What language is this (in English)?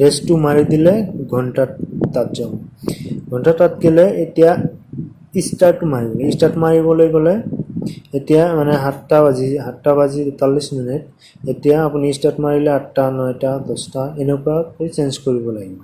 Assamese